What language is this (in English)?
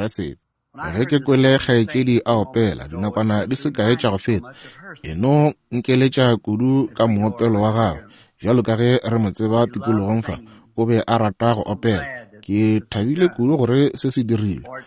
Northern Sotho